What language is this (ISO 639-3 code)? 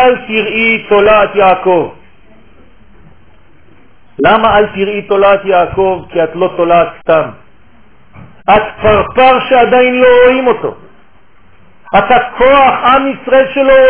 heb